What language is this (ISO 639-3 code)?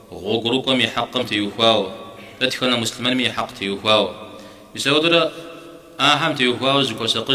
kbd